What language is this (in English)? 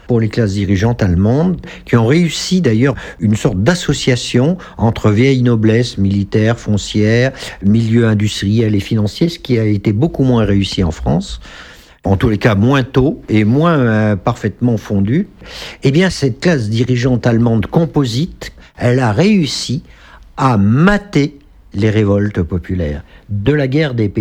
French